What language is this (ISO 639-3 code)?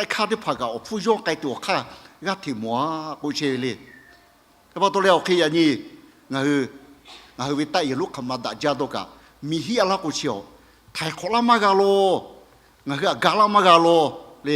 lhu